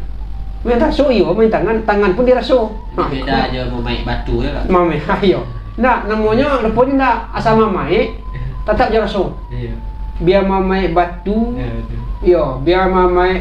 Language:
Minangkabau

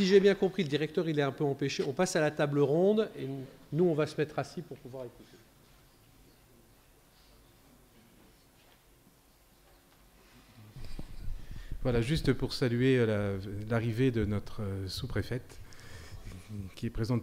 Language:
French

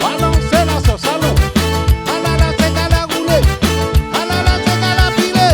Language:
Réunion Creole French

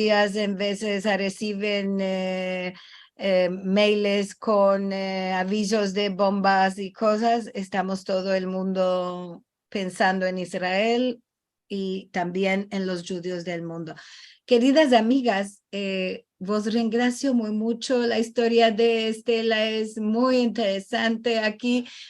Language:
Ladino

